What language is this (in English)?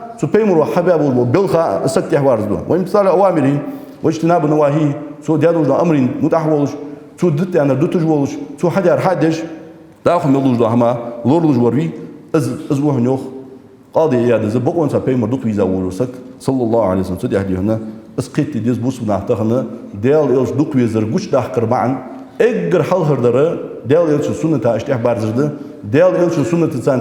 Ingush